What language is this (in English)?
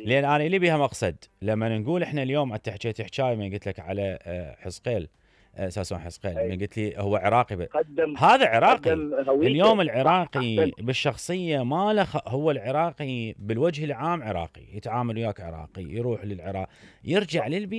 Mesopotamian Arabic